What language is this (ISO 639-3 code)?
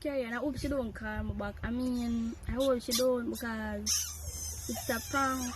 jam